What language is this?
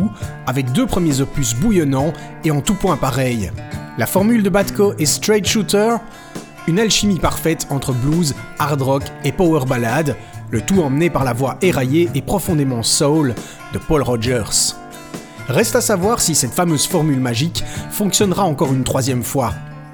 French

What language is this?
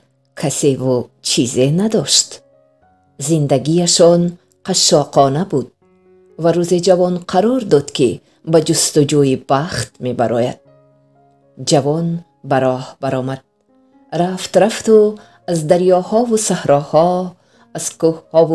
Tajik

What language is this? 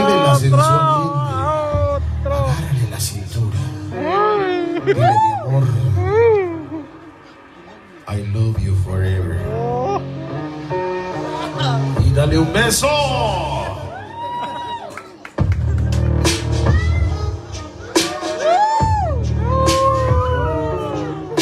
Spanish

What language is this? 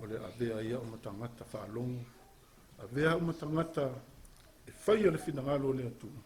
Samoan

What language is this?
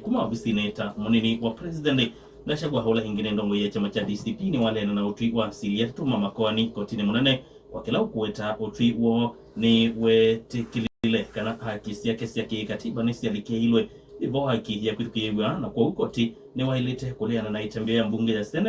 Kamba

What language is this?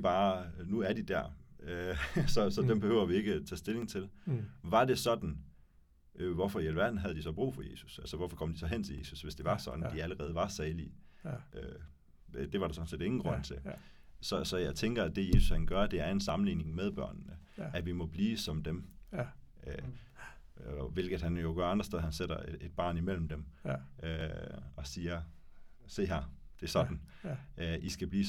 Danish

